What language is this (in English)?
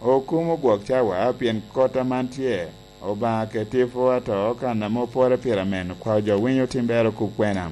Lango (Uganda)